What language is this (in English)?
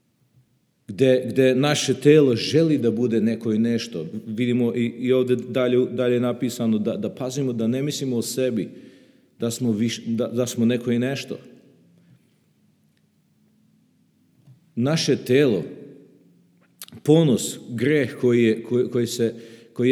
Serbian